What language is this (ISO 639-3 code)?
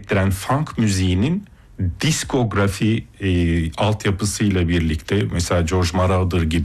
tur